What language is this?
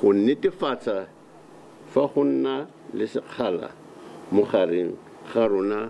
Tswana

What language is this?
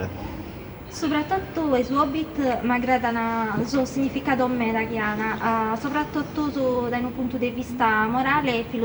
Sardinian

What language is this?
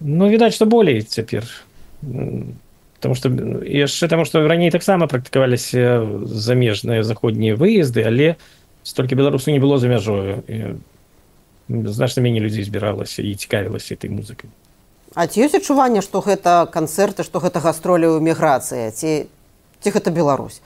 Belarusian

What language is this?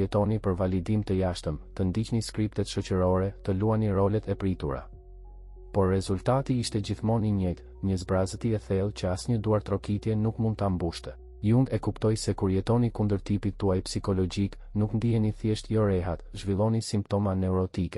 Albanian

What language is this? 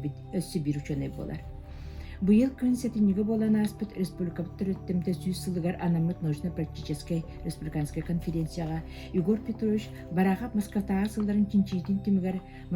Yakut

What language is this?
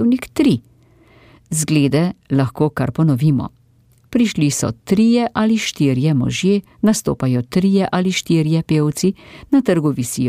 Slovenian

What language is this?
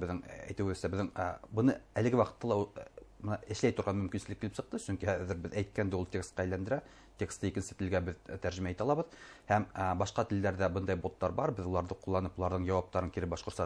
Bashkir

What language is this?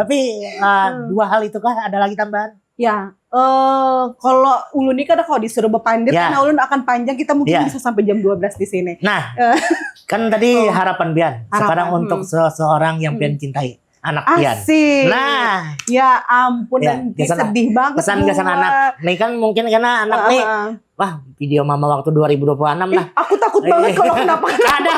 Banjar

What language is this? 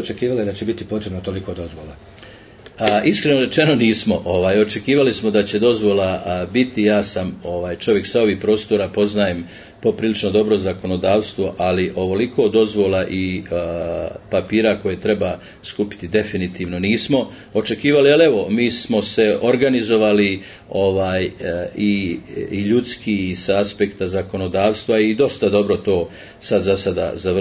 Bosnian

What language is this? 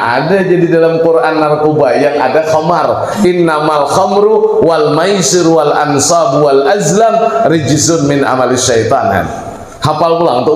Banjar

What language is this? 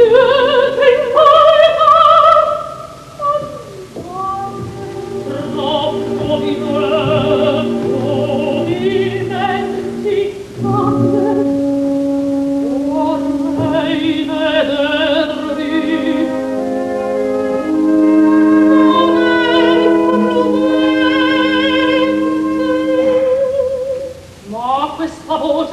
Italian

